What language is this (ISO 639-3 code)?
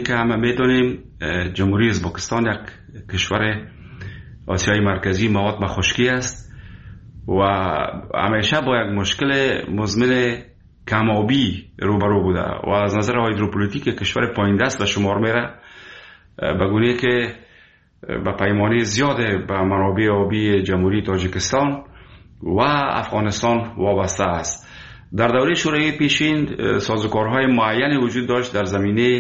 fas